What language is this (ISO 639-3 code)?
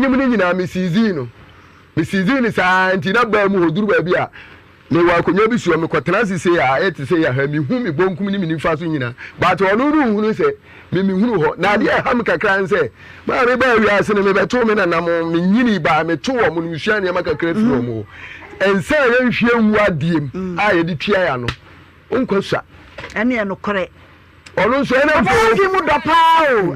aka